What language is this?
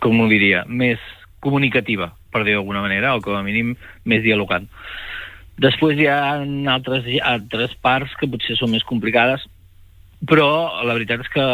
Catalan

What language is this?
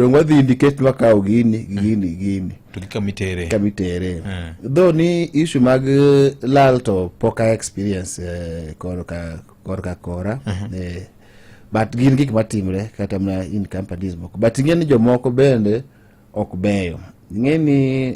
Luo (Kenya and Tanzania)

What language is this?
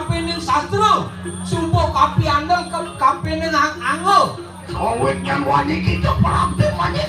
Balinese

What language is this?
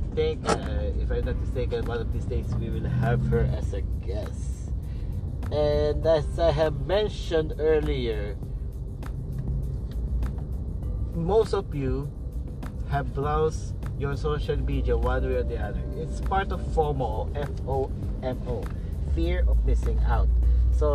Filipino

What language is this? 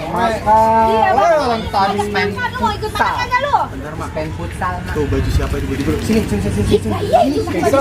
Betawi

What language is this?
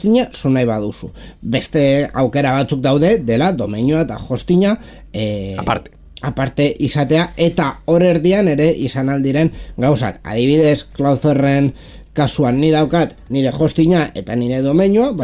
Basque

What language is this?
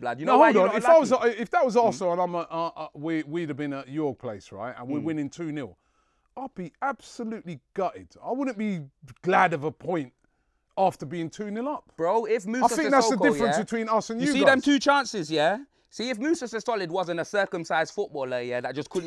English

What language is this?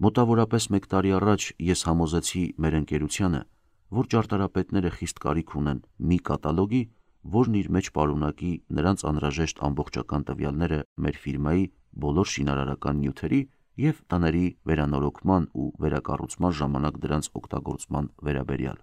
Armenian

